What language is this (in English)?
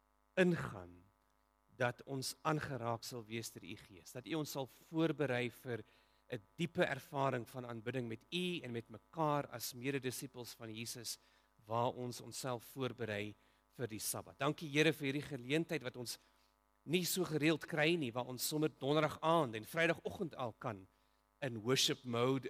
Afrikaans